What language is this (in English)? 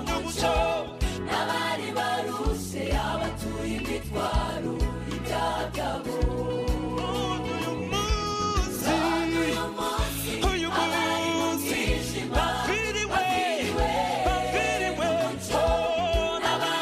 Kinyarwanda